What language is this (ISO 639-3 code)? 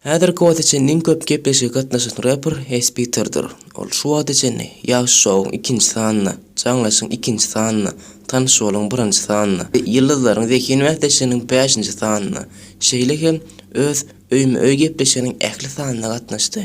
tuk